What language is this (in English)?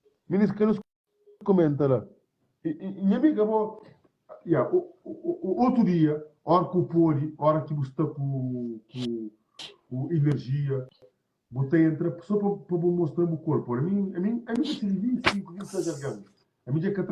Kabuverdianu